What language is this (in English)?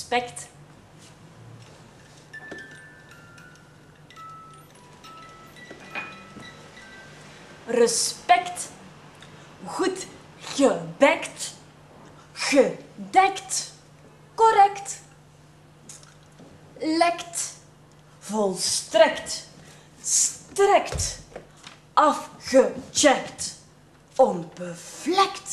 Dutch